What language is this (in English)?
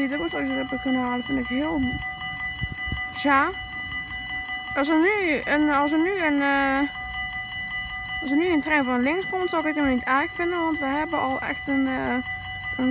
Dutch